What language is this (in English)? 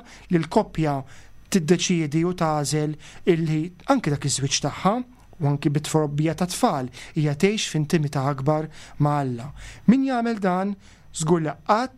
Maltese